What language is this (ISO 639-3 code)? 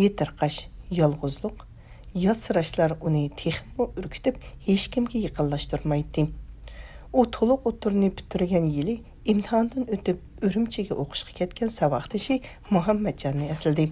uig